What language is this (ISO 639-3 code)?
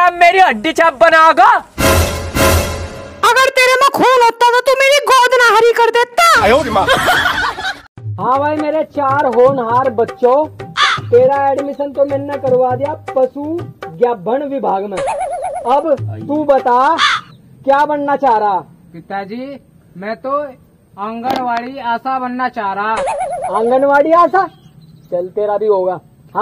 hin